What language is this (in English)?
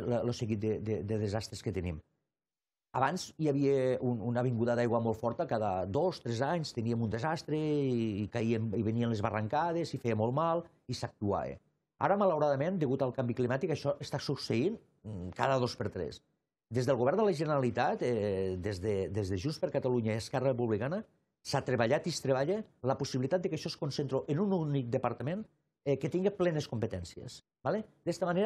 Catalan